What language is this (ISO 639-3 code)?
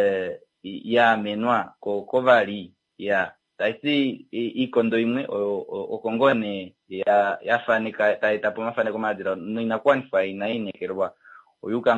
kua